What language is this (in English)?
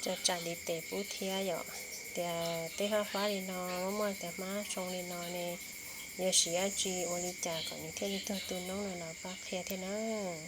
Hmong